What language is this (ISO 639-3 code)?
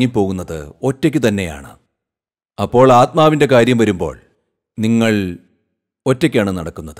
mal